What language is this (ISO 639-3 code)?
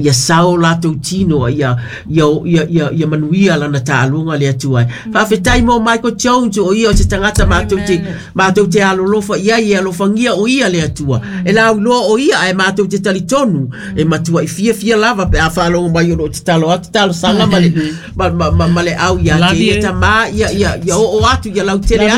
smo